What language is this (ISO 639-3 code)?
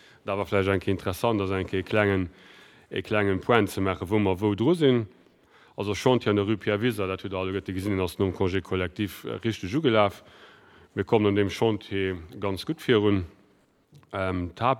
ltz